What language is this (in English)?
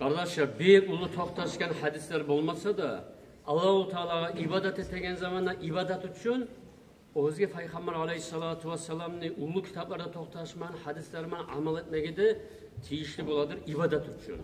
Kumyk